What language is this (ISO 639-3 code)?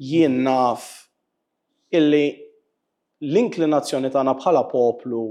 mlt